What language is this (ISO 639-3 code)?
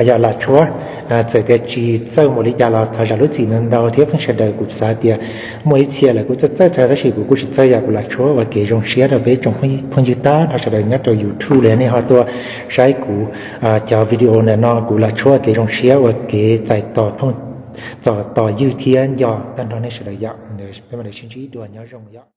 hmn